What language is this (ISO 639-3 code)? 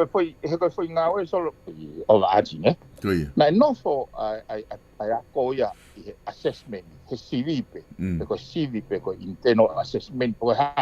ton